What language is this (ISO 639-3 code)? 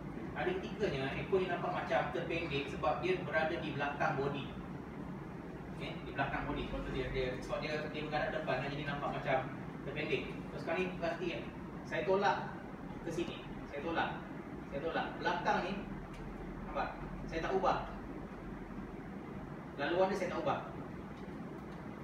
msa